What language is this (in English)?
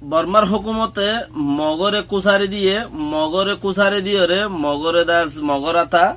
Rohingya